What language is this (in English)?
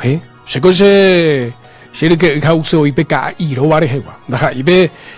Guarani